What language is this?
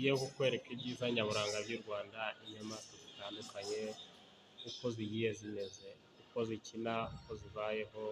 Kinyarwanda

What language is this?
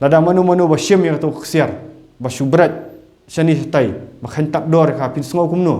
Khasi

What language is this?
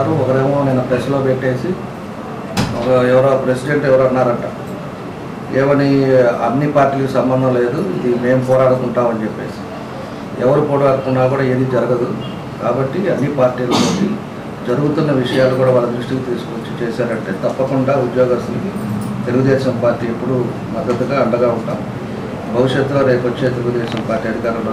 Telugu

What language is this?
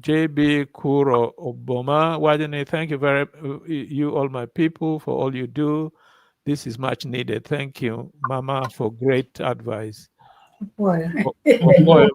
Acoli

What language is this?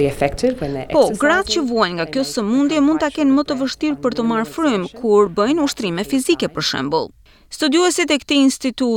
Albanian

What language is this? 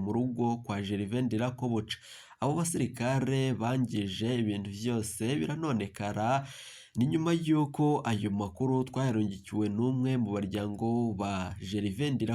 Rundi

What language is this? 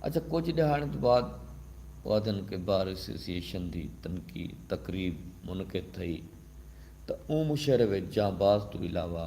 Saraiki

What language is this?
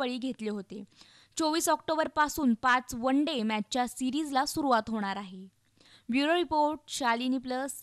Marathi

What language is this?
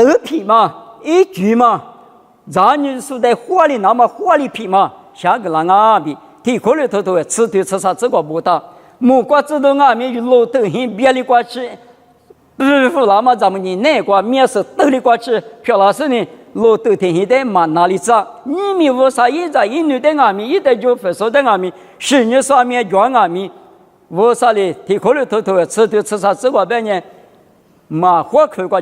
Lisu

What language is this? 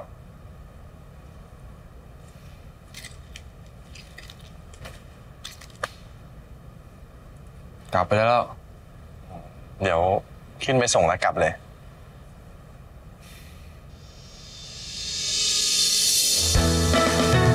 Thai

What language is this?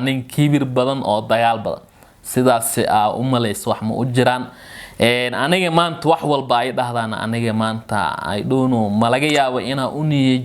Somali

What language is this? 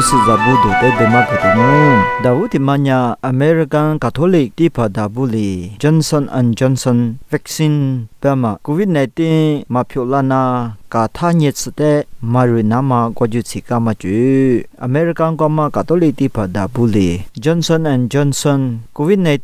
Lisu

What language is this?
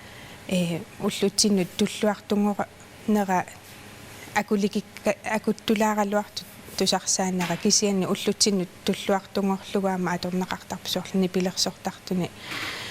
Kalaallisut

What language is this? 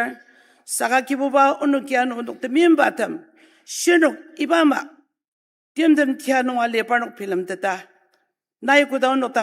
Ao Naga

